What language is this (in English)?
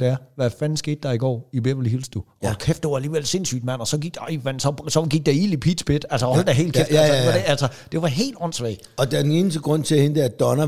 Danish